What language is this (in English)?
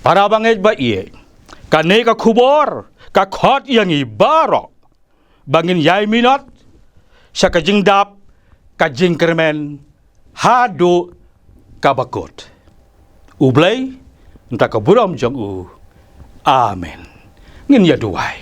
Khasi